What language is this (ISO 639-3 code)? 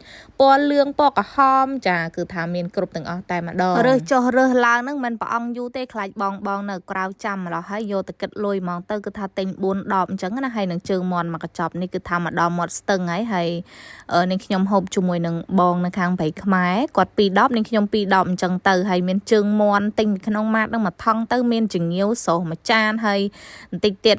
khm